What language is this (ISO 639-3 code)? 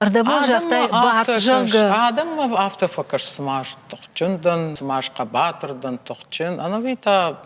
oss